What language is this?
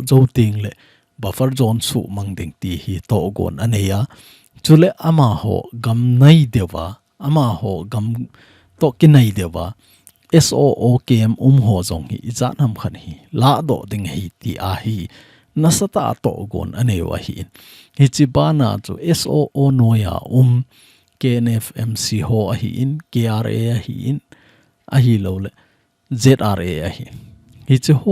Thado Chin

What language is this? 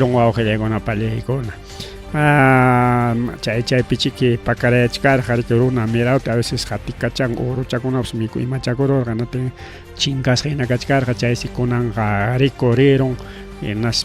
Ayacucho Quechua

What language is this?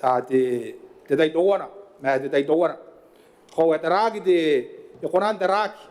Gilbertese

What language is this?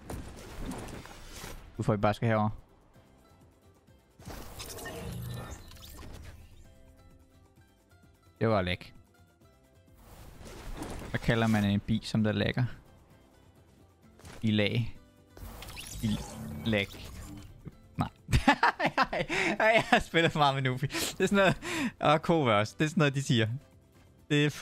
Danish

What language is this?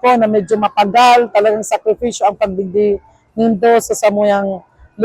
Bikol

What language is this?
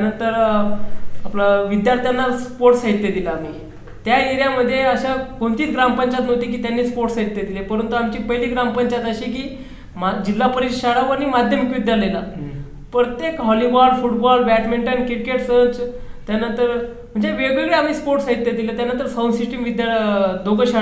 Marathi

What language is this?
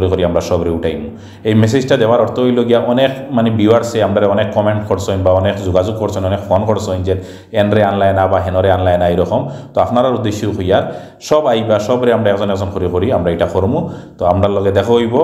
Sylheti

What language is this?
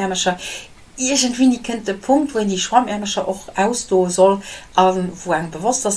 Luxembourgish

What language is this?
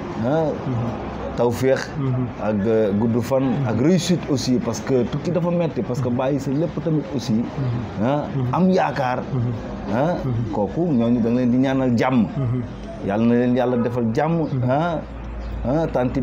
Wolof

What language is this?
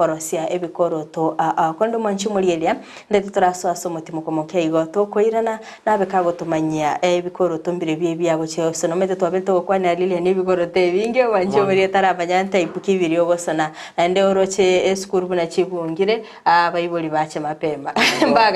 Gusii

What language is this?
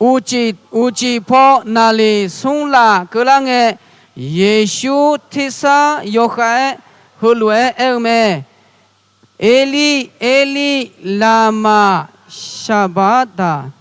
Akha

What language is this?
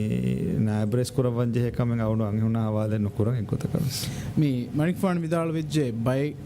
Divehi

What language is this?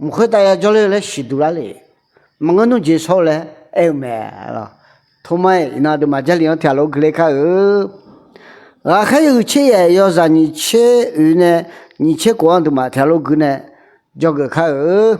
Akha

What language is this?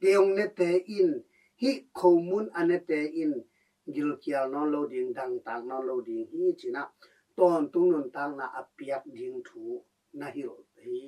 Tedim Chin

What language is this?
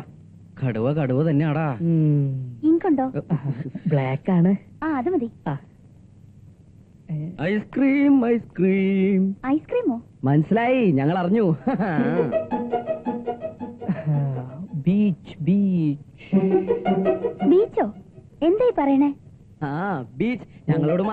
Malayalam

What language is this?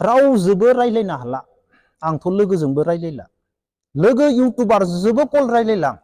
Bodo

